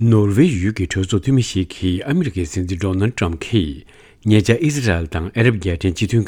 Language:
Tibetan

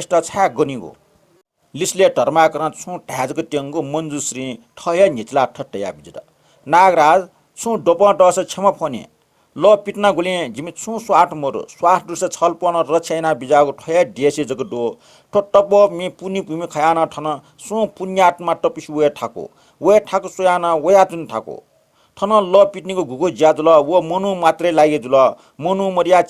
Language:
Newari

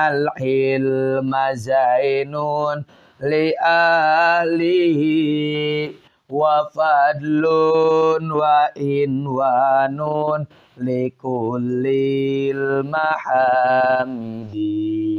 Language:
Sundanese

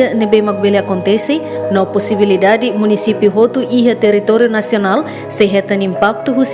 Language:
Tetum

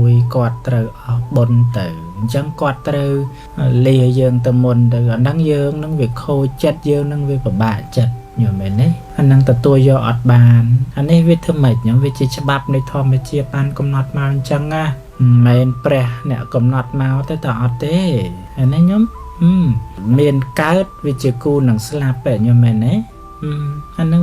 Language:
Khmer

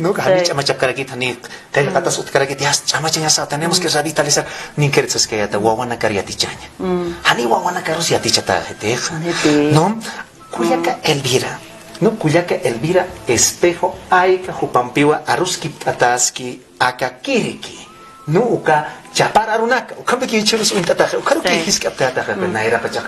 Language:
Aymara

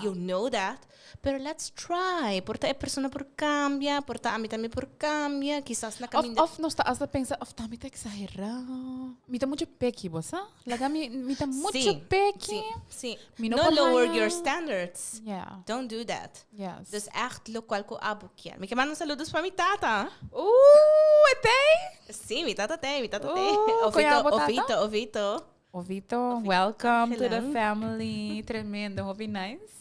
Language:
Papiamento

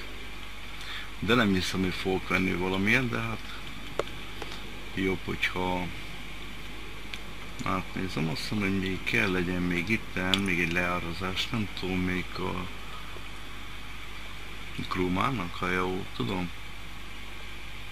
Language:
Hungarian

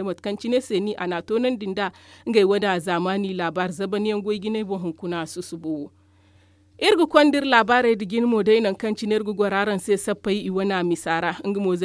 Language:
Zarma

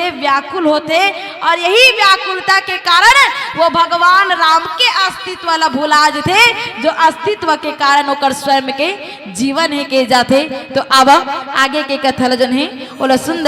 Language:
Chhattisgarhi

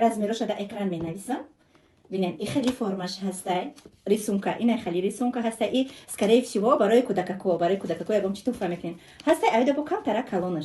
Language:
Tajik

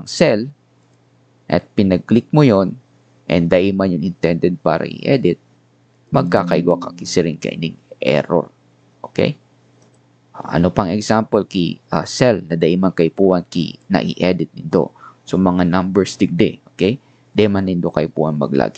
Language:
Bikol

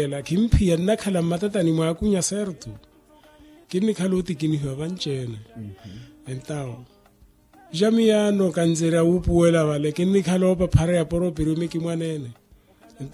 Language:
Makhuwa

